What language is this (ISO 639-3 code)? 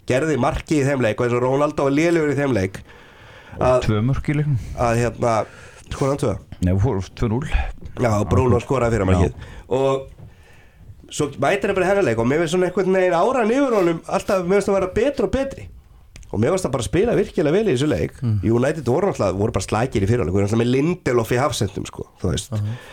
isl